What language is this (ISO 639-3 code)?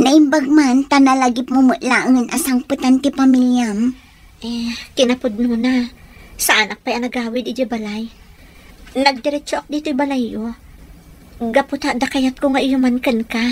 ilo